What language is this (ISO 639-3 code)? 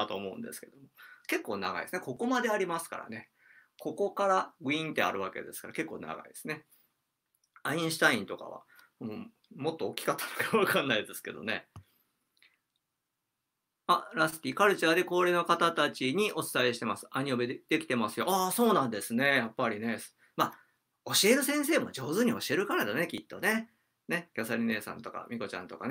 jpn